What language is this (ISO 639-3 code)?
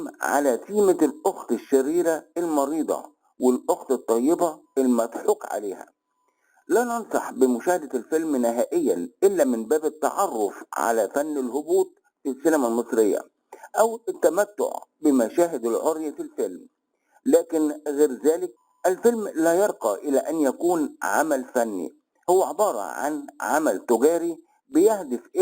arz